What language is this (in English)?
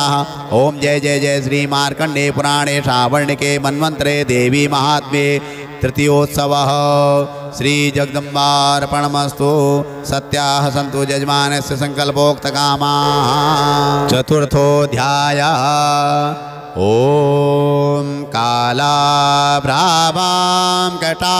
Sanskrit